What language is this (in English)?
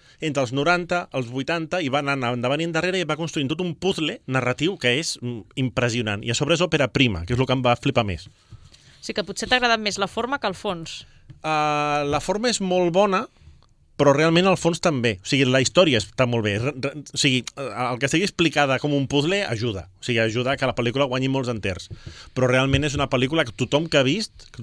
Catalan